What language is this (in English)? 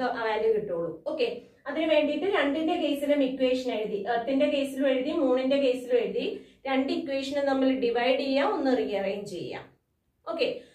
Malayalam